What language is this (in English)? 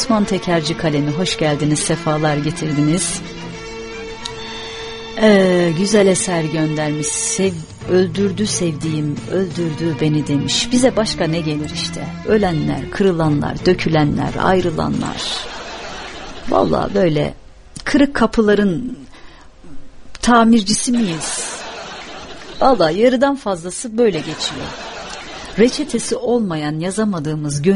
Turkish